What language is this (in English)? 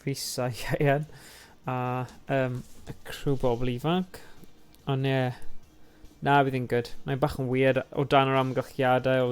Welsh